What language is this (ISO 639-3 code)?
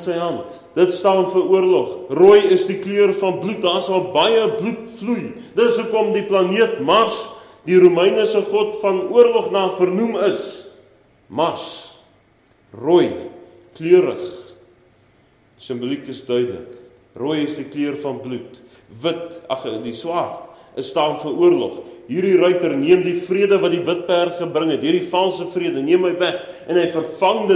afr